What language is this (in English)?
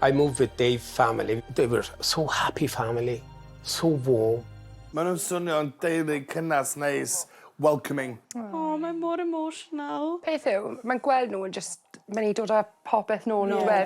Welsh